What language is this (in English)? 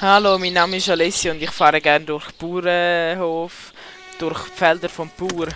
Swiss German